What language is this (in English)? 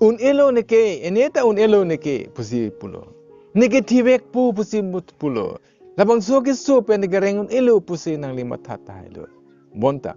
Karbi